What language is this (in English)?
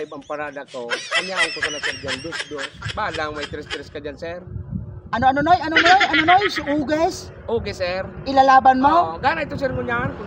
Bikol